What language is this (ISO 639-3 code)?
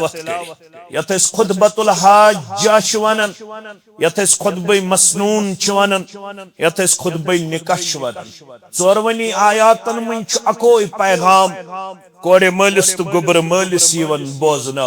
kas